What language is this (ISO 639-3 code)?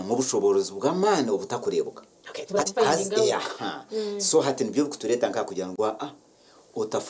nyn